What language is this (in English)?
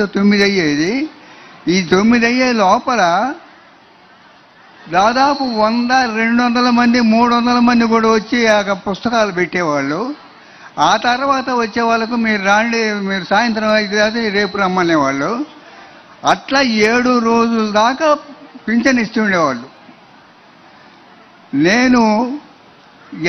Telugu